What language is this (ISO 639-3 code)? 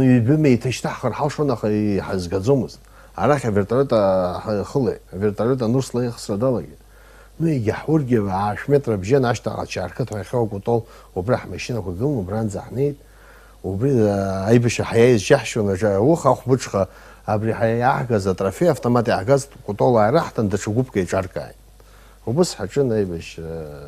abk